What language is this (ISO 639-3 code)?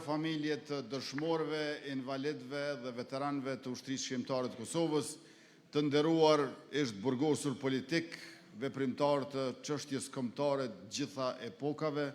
sqi